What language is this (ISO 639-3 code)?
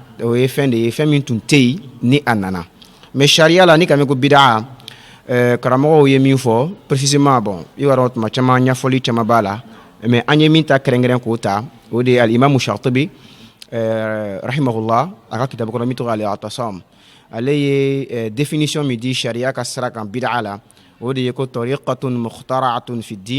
bam